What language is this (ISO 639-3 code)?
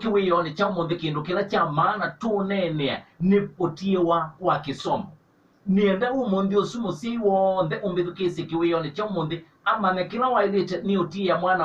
kam